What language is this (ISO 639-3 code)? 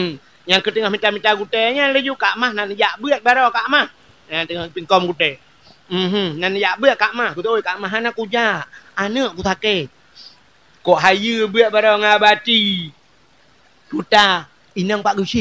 ace